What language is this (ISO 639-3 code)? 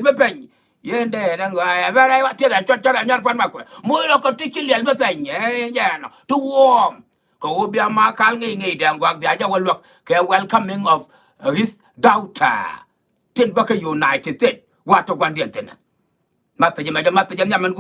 nus